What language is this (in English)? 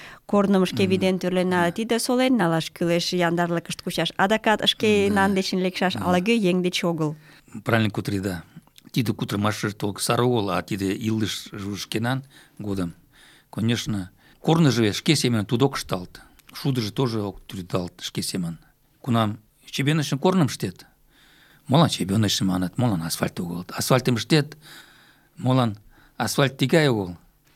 Mari